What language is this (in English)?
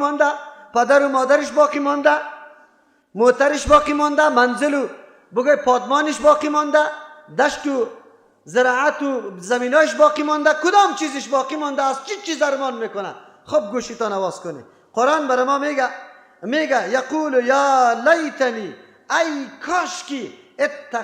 Persian